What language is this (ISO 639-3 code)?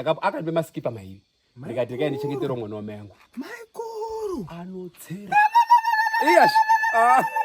sna